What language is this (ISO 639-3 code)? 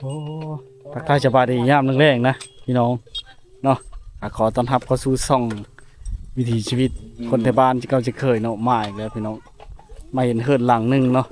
lao